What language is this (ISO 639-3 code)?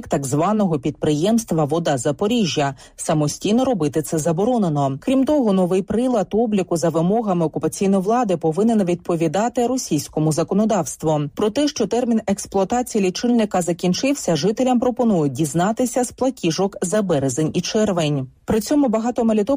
ukr